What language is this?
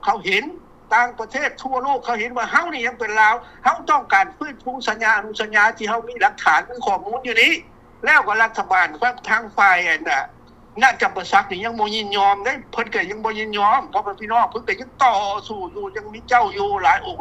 Lao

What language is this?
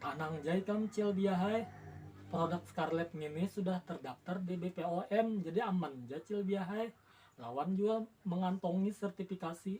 Banjar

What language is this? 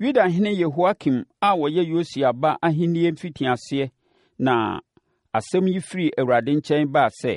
Akan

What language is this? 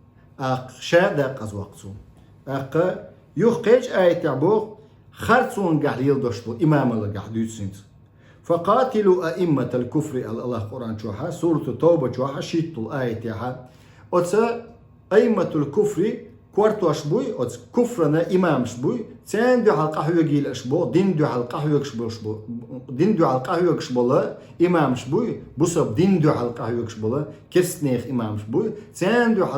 Chechen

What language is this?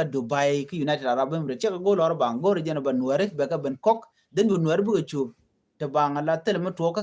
Nuer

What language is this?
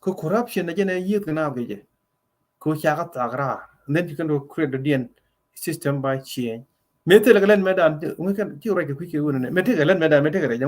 Nuer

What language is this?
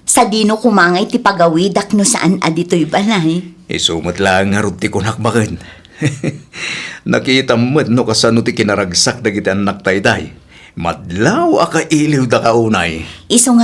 Iloko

